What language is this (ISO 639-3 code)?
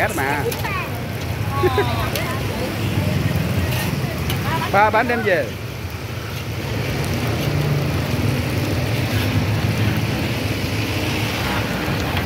vie